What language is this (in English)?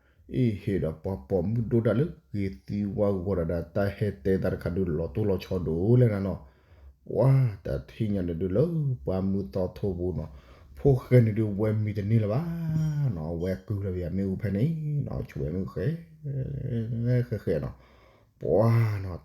S'gaw Karen